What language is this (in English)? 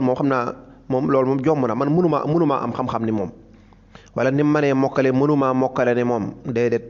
Wolof